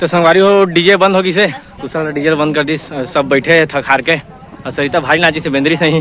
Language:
Chhattisgarhi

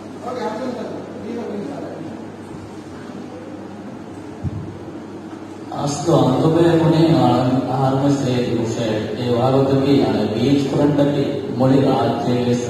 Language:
Divehi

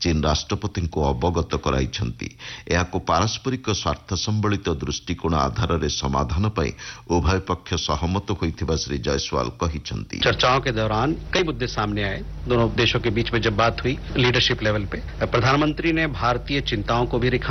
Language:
Odia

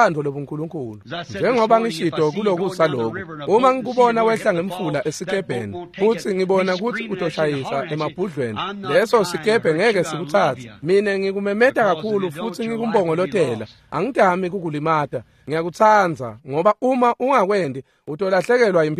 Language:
Swati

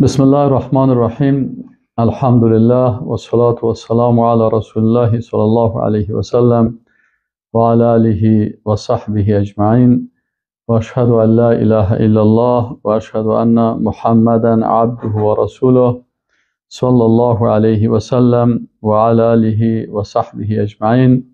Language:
Persian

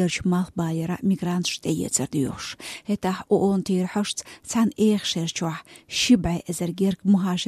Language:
Chechen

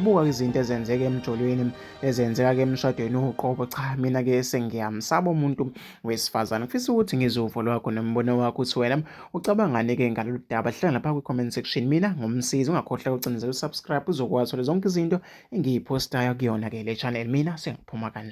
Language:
Zulu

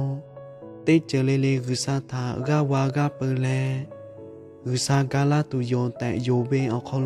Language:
Lahu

